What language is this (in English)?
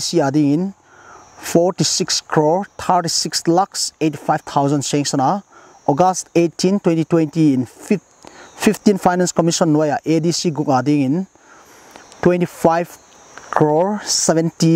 Paite Chin